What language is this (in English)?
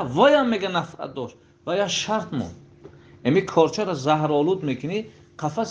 Tajik